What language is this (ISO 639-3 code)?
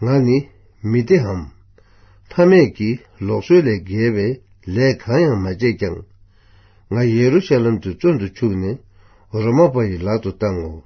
bod